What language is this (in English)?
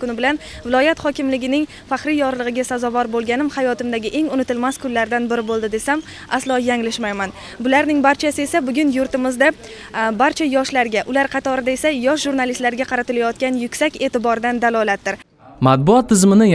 Uzbek